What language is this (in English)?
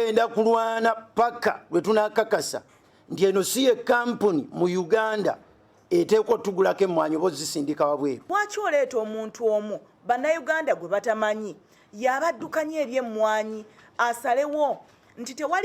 Ganda